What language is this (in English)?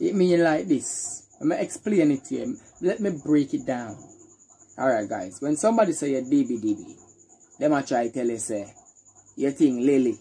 Jamaican Creole English